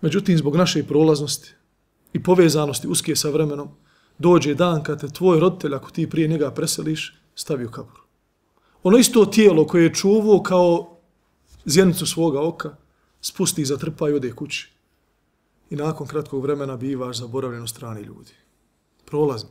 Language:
Bosnian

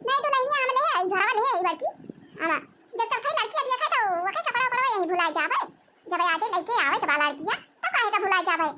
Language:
Awadhi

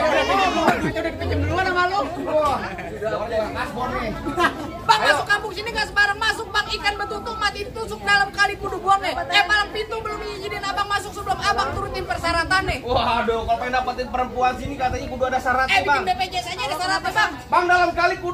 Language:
Betawi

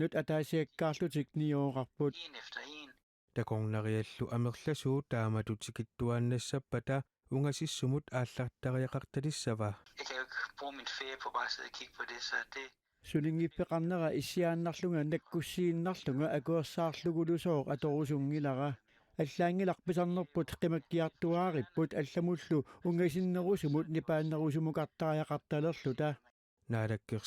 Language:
Kalaallisut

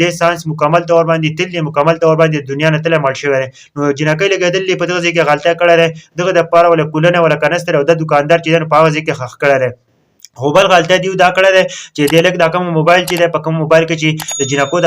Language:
Pashto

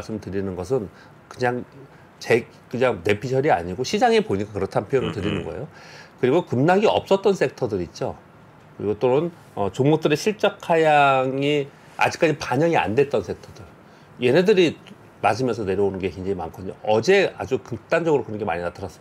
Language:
Korean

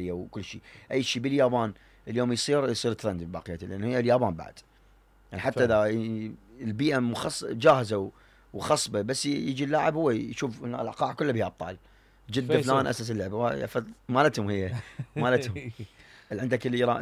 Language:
Mesopotamian Arabic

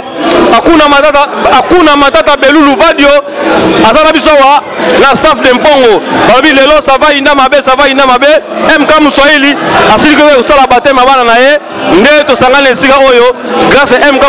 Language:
Lingala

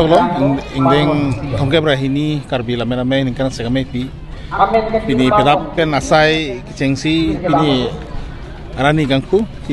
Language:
Karbi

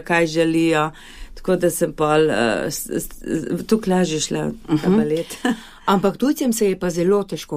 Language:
Slovenian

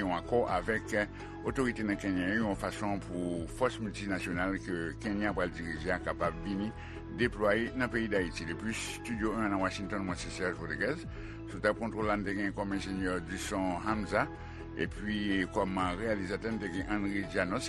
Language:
Haitian Creole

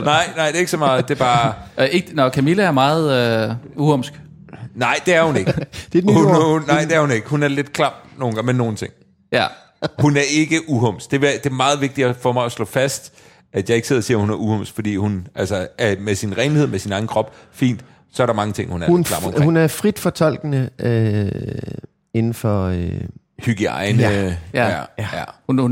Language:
Danish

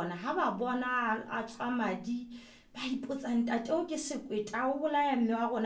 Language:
Southern Sotho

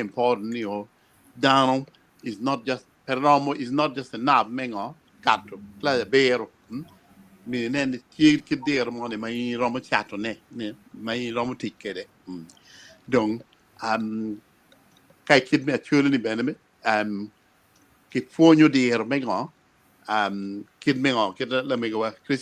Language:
Acoli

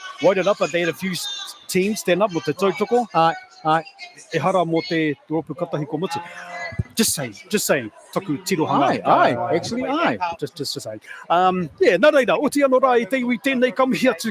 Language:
Māori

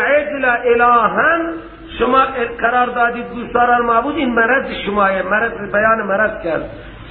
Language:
Persian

